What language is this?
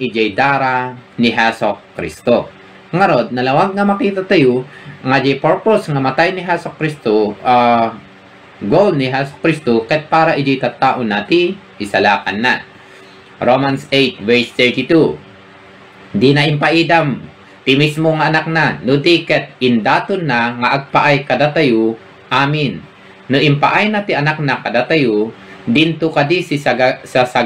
Iloko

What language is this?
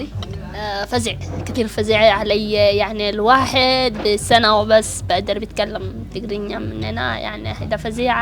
Sudanese Arabic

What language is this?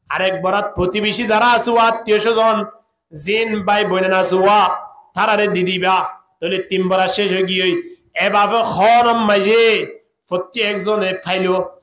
Rohingya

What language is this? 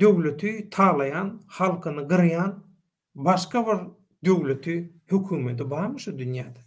Turkmen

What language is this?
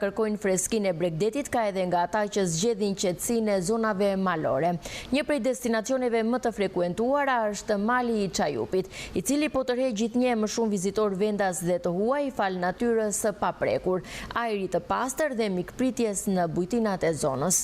Albanian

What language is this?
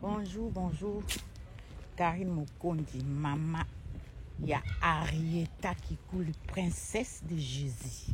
Lingala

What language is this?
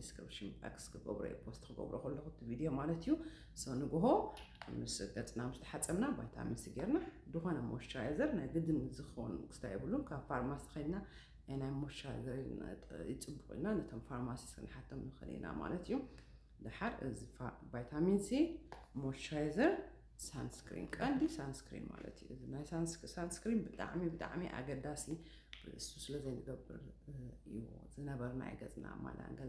Tigrinya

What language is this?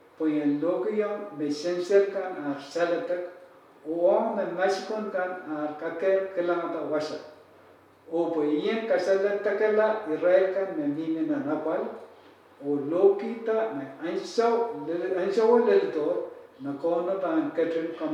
Pohnpeian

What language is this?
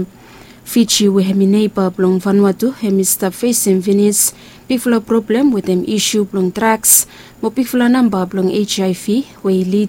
Bislama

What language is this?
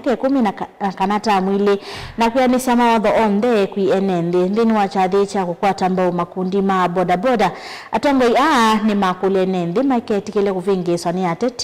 Kamba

